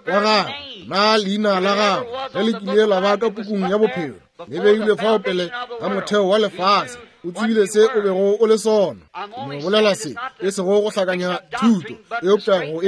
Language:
Northern Sotho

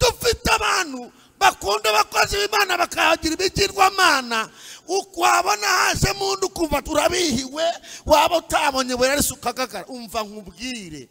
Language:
Kinyarwanda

